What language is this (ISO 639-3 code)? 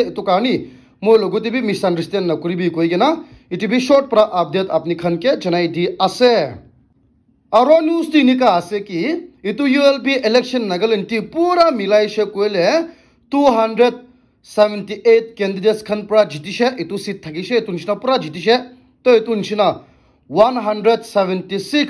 nag